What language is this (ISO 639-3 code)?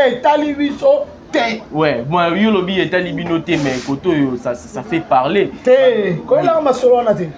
lin